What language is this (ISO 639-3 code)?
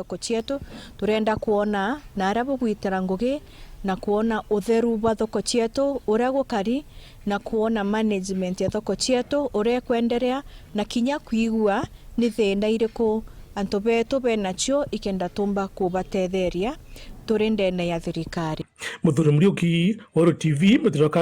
mer